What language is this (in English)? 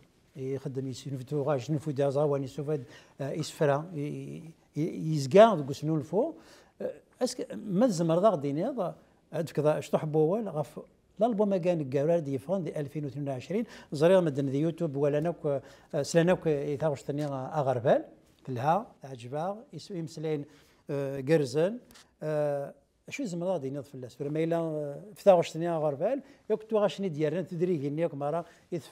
Kabyle